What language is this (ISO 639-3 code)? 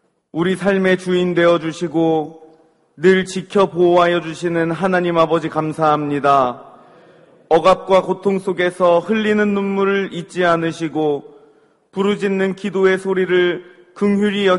kor